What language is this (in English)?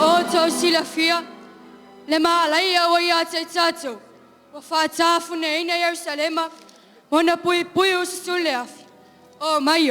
Samoan